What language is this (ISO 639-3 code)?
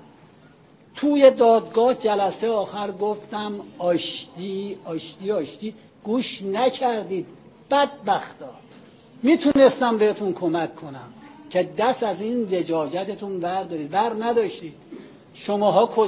fas